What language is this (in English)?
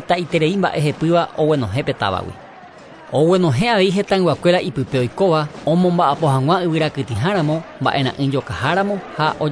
Guarani